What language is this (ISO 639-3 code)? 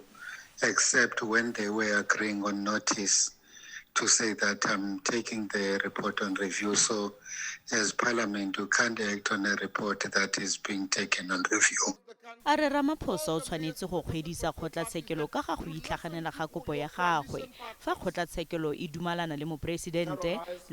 tsn